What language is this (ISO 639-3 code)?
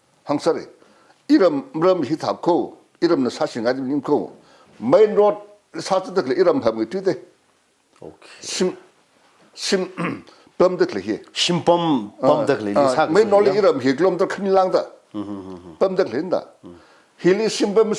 nmf